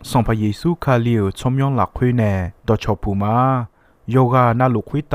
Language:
Akha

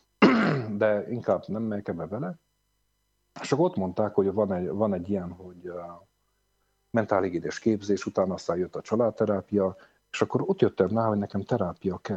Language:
Hungarian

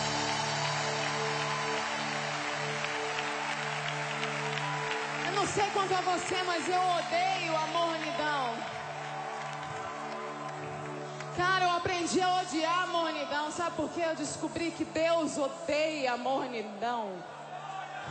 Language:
Portuguese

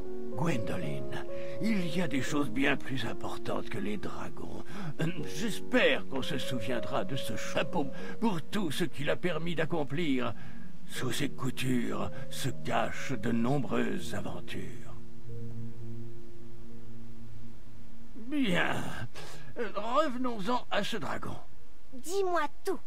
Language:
French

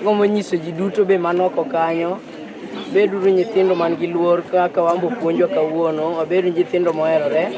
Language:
Luo (Kenya and Tanzania)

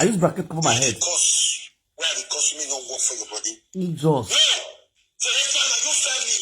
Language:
Nigerian Pidgin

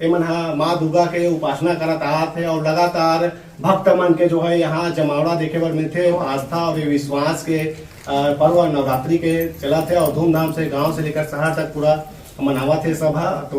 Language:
Chhattisgarhi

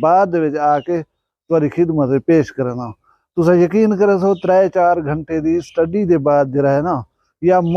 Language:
Saraiki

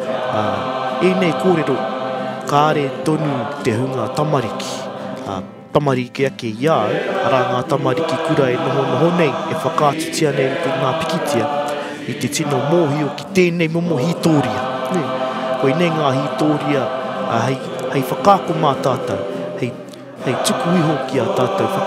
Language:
Māori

